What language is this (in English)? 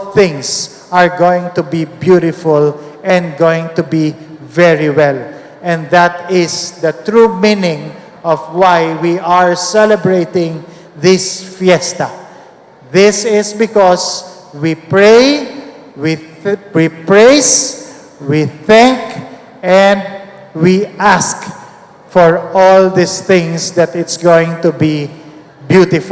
Hiligaynon